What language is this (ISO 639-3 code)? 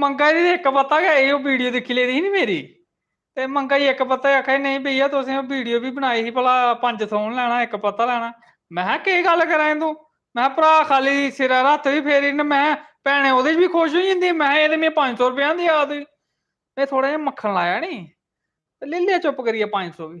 doi